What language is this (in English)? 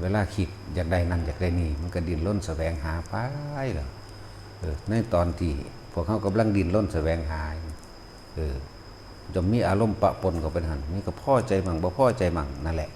Northeastern Thai